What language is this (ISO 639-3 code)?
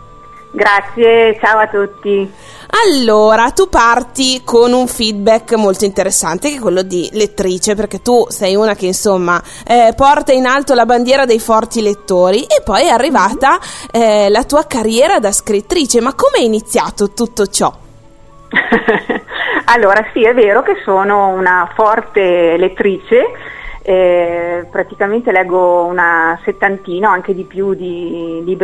ita